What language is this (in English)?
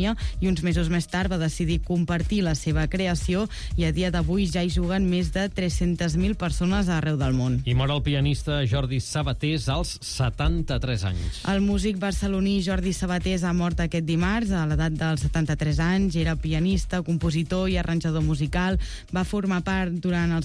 Catalan